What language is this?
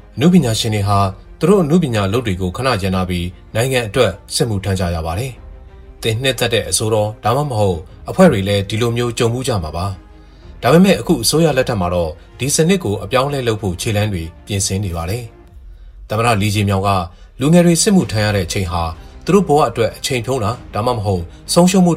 Burmese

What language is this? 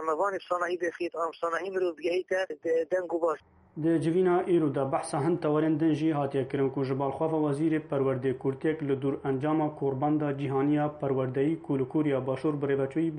Kurdish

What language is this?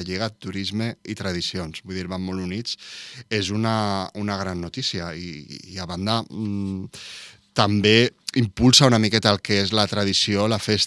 Catalan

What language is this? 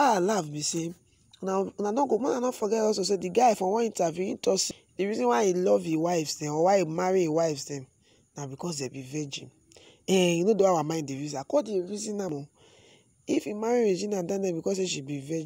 Nigerian Pidgin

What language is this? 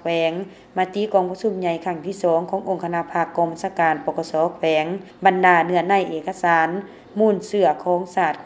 Lao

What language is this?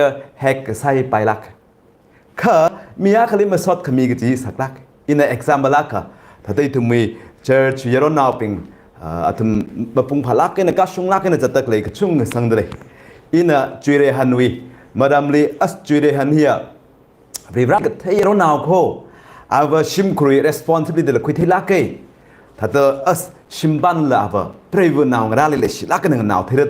Tangkhul Naga (India)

